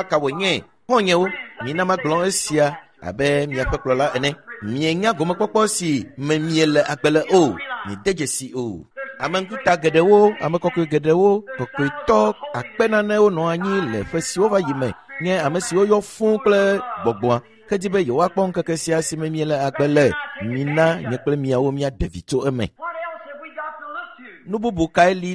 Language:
Ewe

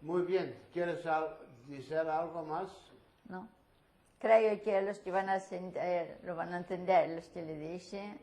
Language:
Ladino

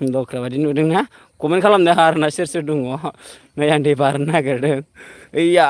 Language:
Bodo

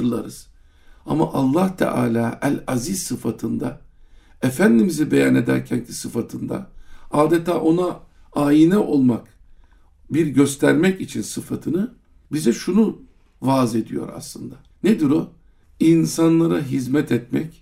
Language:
Turkish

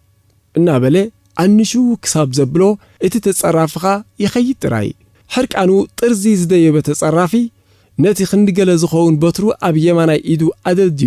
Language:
Tigrinya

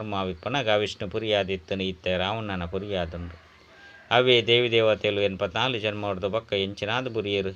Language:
Tulu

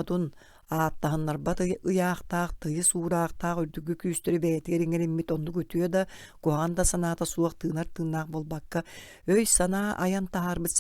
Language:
Yakut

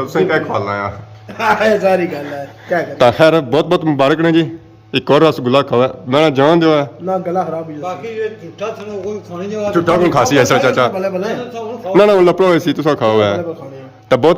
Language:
Pahari-Potwari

